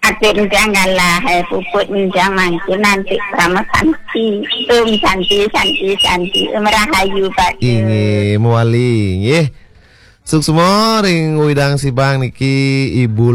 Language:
Balinese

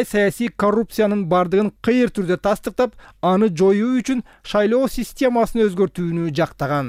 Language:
Kyrgyz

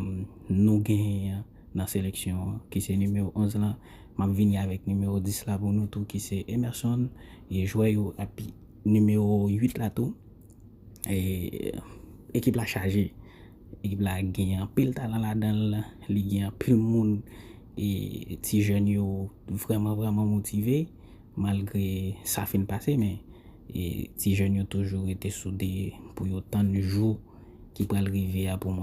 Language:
Haitian Creole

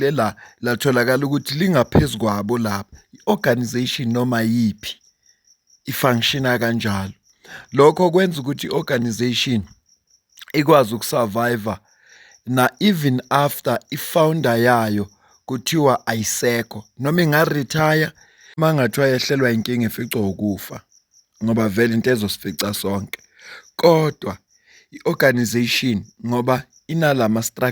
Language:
Zulu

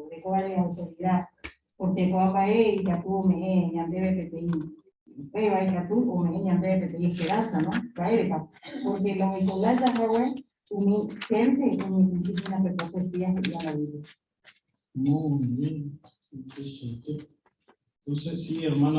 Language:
Guarani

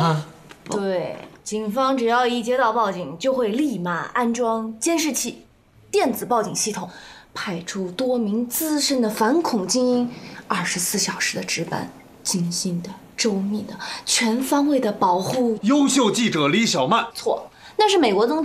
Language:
Chinese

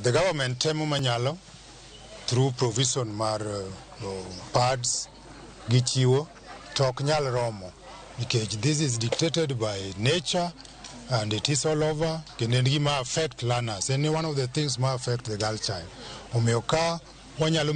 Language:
Luo (Kenya and Tanzania)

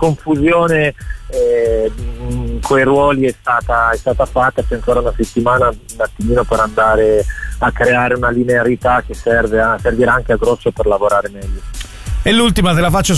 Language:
Italian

